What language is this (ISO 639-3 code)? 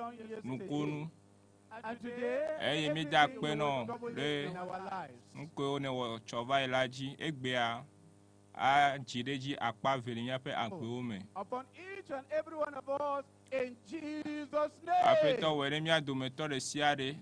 ewe